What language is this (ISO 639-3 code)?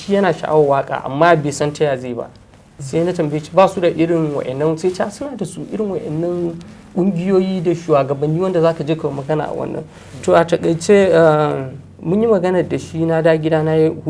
hau